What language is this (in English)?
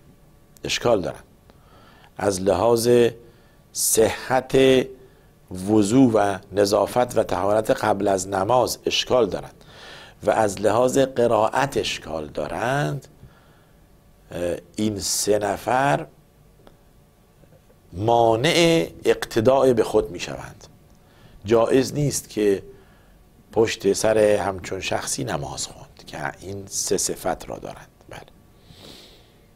Persian